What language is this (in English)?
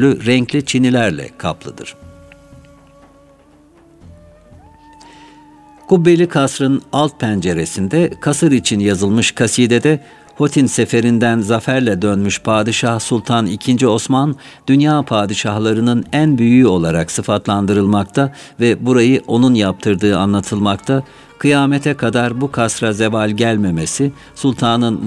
Turkish